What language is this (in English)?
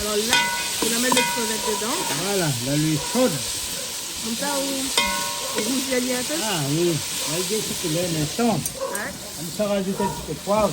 Réunion Creole French